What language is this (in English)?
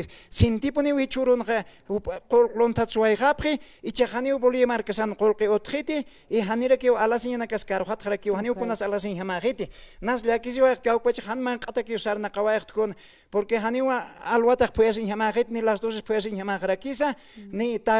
Aymara